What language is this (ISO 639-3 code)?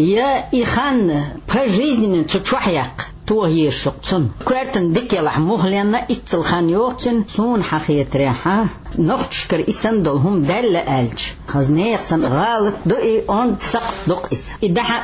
che